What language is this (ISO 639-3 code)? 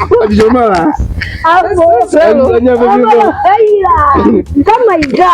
ewe